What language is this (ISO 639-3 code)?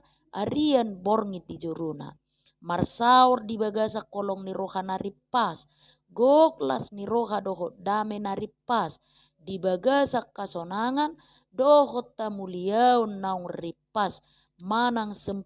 bbc